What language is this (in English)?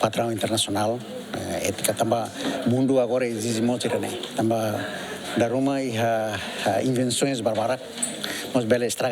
Tetum